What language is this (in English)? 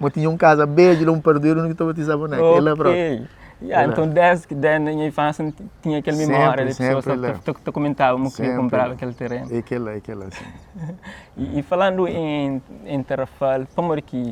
Kabuverdianu